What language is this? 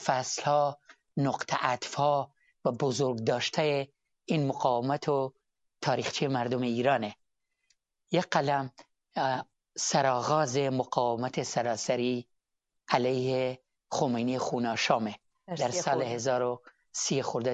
Persian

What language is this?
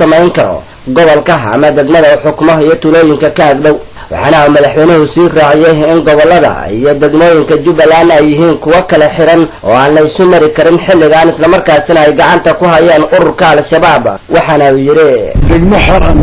Somali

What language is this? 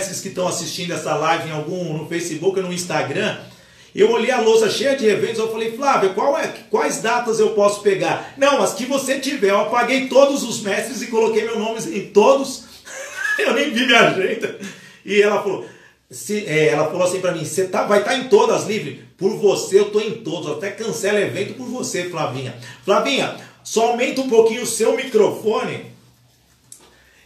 Portuguese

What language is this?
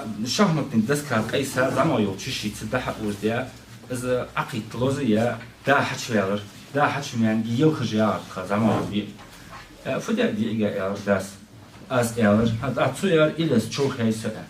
Ingush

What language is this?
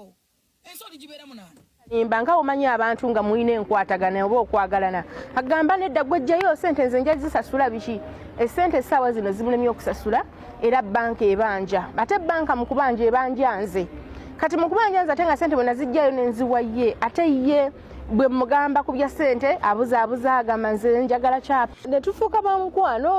Ganda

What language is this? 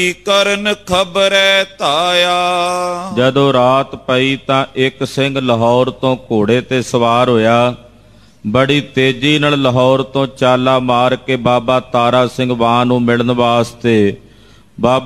Punjabi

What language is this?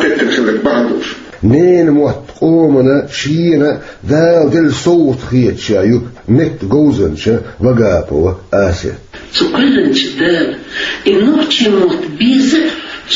Chechen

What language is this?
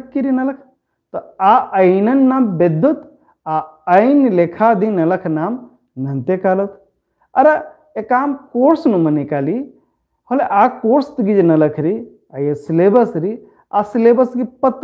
Kurukh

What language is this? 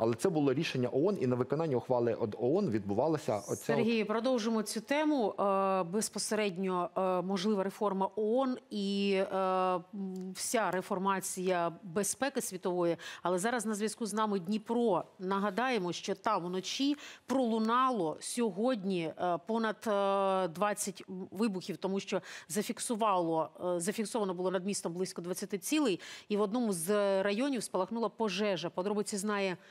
Ukrainian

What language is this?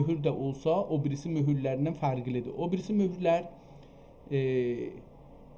South Azerbaijani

